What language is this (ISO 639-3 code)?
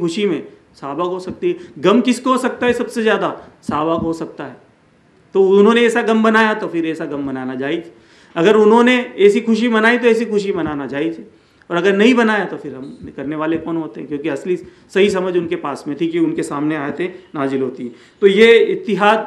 urd